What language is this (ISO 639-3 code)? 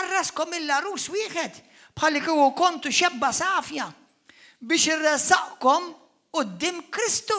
mlt